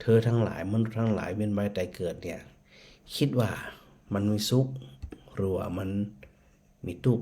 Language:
Northern Thai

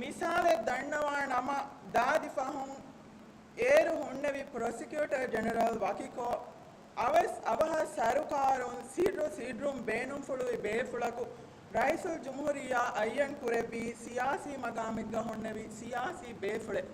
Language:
Divehi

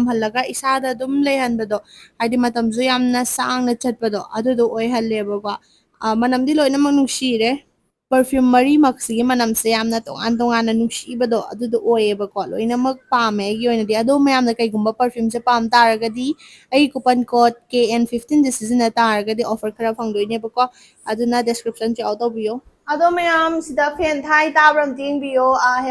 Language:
Manipuri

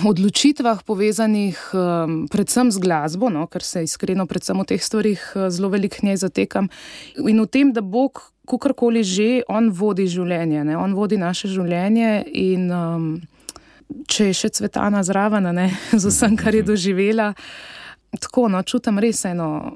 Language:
Slovenian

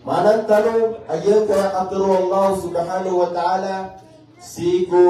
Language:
Maranao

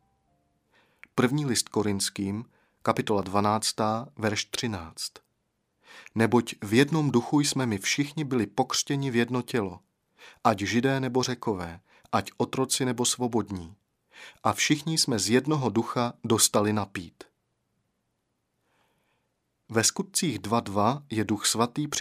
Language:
Czech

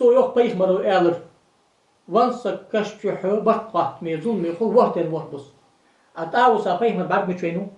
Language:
Ingush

